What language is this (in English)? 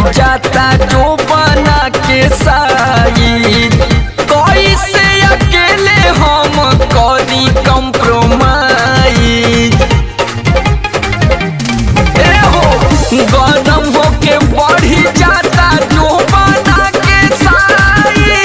Bhojpuri